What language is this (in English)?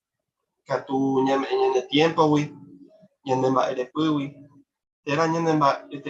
Guarani